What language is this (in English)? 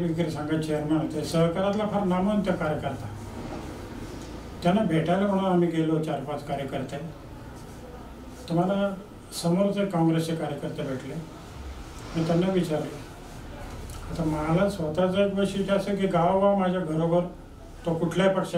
Marathi